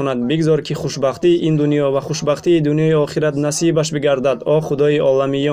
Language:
Tajik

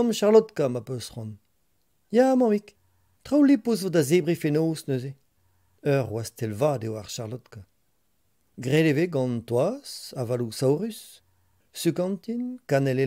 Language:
Breton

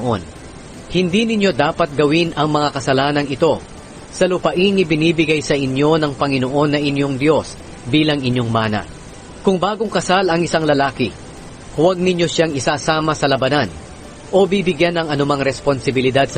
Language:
Filipino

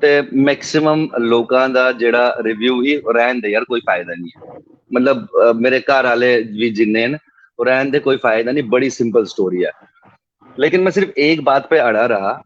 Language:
Dogri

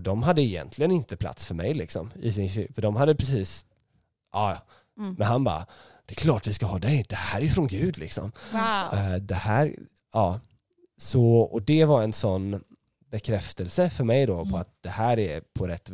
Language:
Swedish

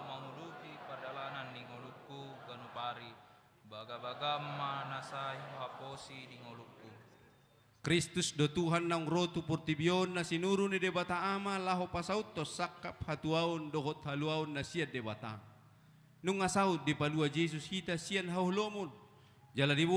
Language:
Batak Toba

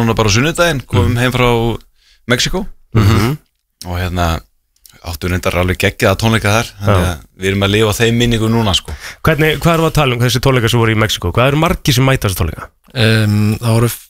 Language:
Icelandic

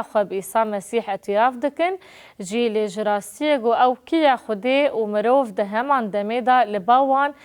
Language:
Kurdish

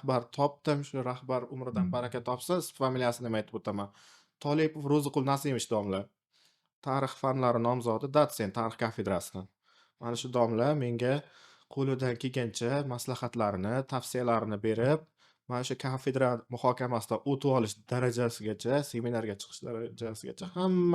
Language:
Uzbek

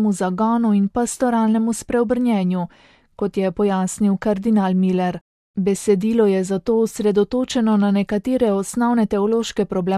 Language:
Slovenian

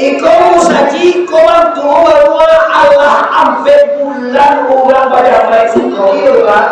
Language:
Minangkabau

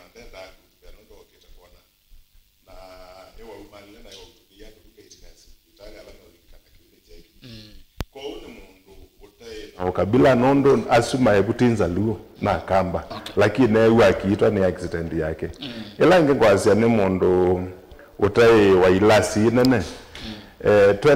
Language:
Kamba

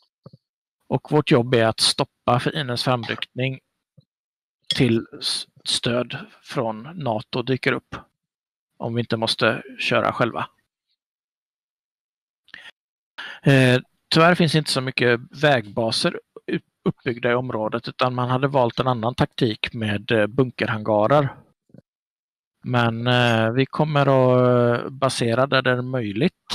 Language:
Swedish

